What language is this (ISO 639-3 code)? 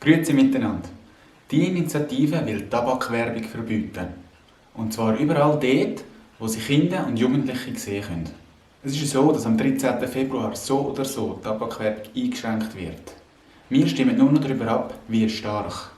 gsw